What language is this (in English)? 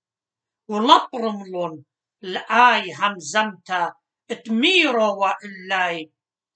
Assyrian Neo-Aramaic